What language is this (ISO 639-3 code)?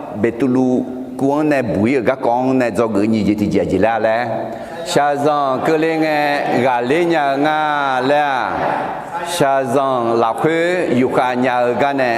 ahk